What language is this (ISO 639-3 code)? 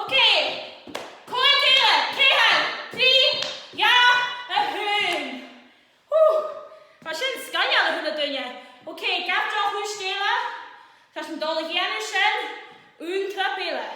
gla